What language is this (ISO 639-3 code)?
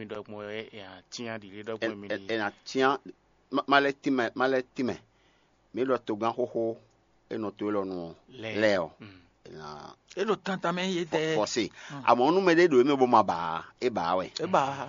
fon